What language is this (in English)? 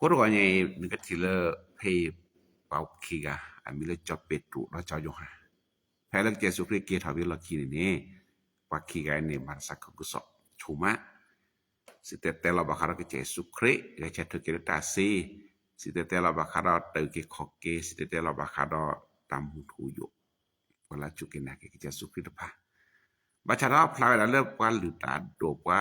S'gaw Karen